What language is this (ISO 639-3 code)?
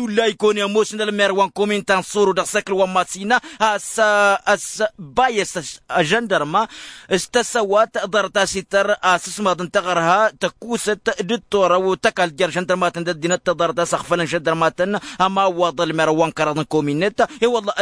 taq